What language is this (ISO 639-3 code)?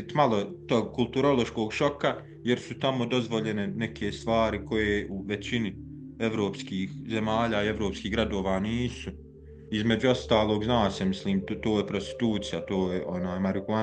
bos